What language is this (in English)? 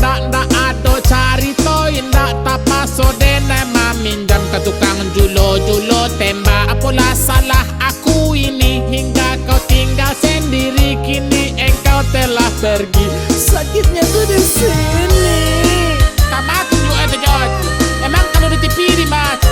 Minangkabau